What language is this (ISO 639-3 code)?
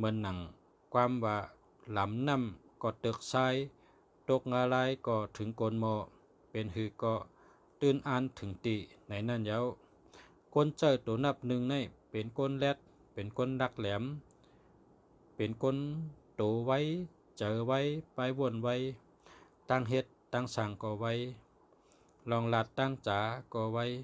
shn